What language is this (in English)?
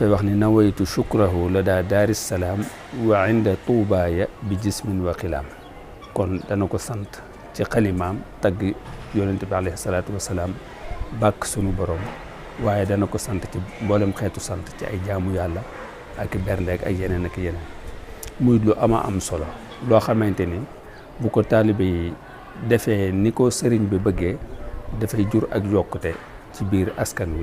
Wolof